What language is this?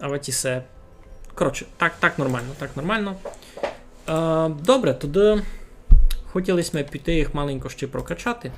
Rusyn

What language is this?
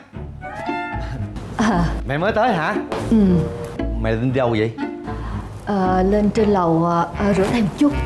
Vietnamese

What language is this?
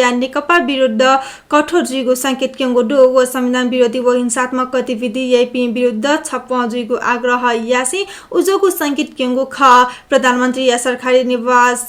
Newari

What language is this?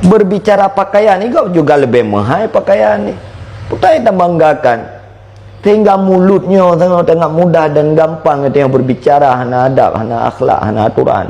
Achinese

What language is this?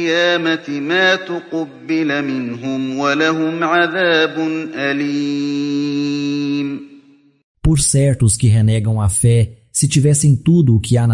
Galician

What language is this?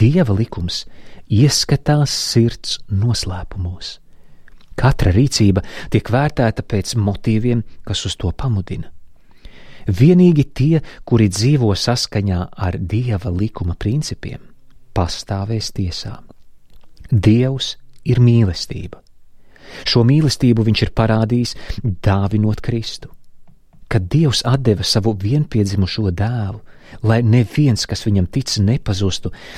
Latvian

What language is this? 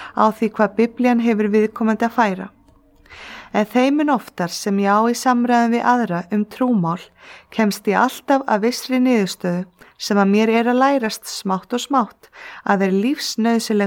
Icelandic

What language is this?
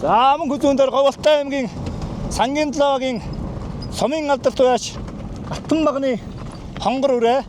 Mongolian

